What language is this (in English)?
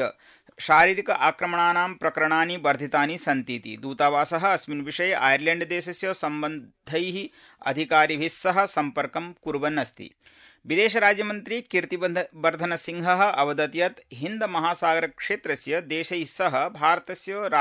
Sanskrit